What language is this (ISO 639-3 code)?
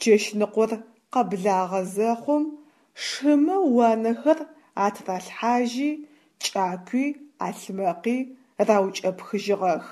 ady